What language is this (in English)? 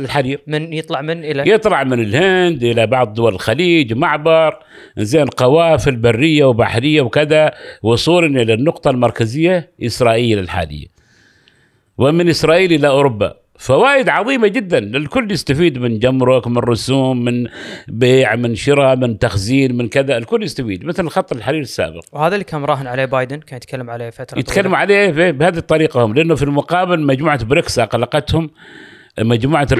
Gulf Arabic